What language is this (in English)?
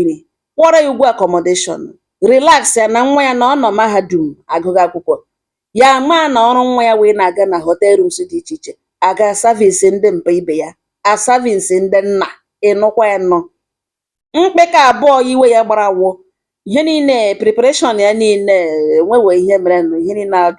Igbo